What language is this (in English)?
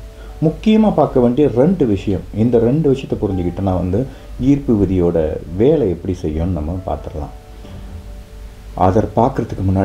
Tamil